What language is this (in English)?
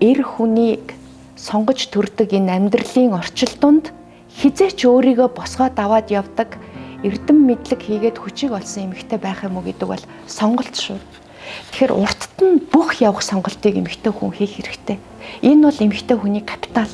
Mongolian